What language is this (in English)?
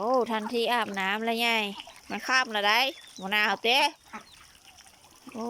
Lao